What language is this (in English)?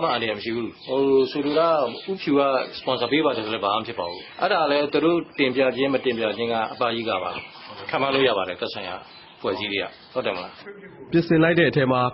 Burmese